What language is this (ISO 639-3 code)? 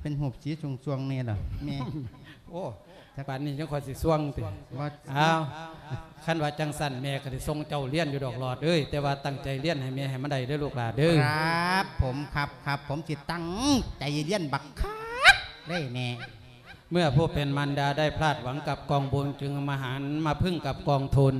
lao